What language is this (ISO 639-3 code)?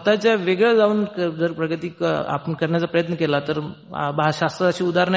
mar